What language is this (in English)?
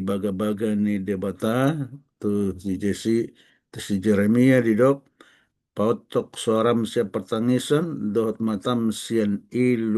Batak Toba